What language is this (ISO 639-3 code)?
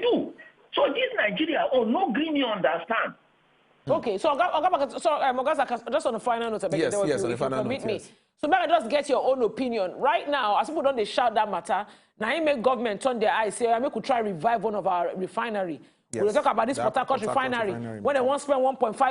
pcm